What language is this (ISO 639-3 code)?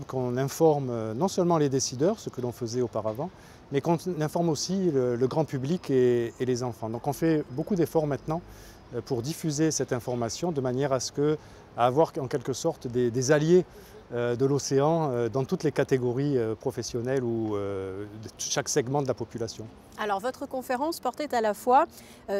fra